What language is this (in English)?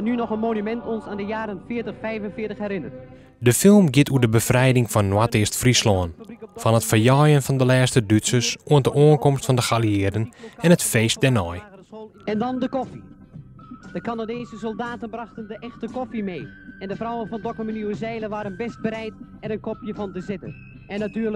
Western Frisian